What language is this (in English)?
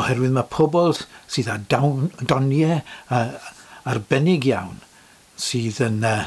Welsh